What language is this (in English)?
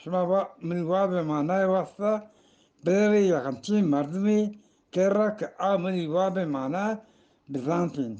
Eastern Balochi